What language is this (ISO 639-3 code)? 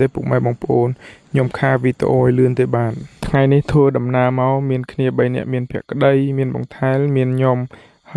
khm